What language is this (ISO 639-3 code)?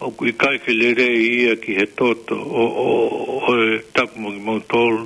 ton